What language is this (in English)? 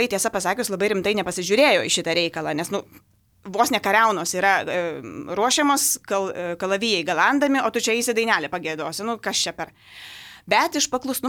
Lithuanian